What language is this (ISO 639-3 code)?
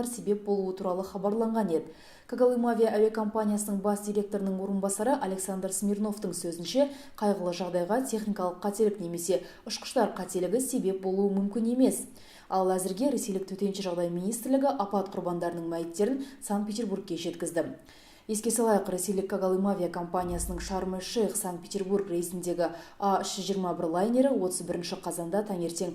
kaz